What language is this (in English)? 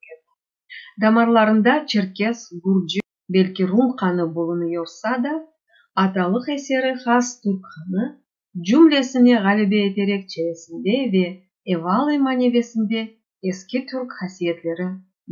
Crimean Tatar